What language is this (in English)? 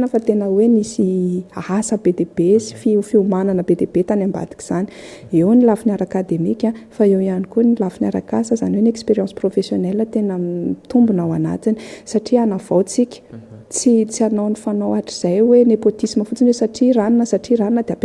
Malagasy